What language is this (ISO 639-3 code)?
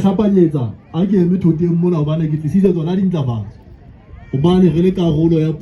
sot